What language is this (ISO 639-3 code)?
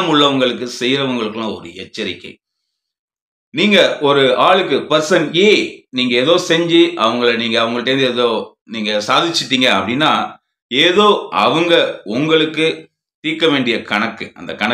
tam